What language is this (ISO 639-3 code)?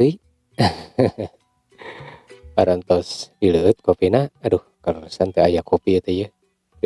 sun